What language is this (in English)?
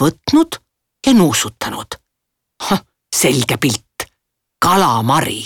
Estonian